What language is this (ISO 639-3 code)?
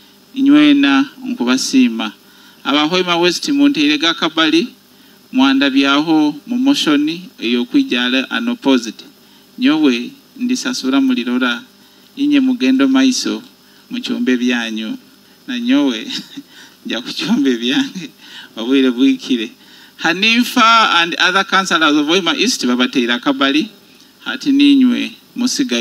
nyo